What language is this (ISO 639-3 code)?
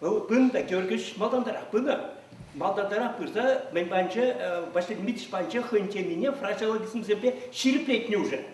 chv